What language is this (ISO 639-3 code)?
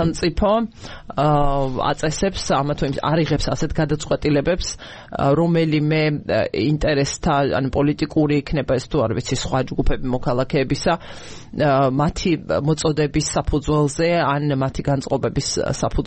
kat